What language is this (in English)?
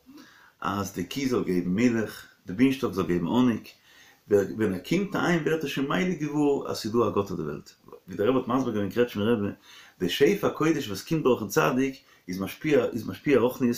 Yiddish